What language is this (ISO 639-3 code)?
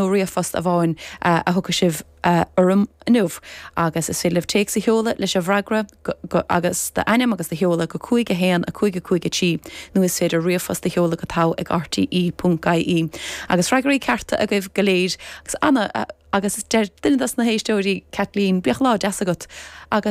gle